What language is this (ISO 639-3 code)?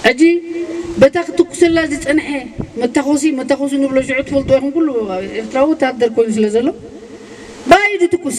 tir